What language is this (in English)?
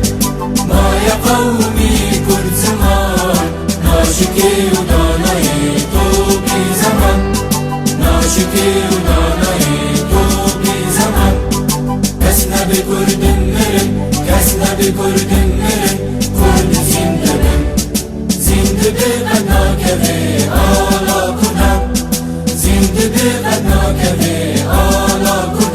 Kurdish